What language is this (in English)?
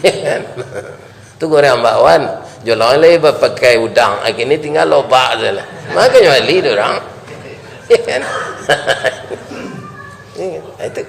Minangkabau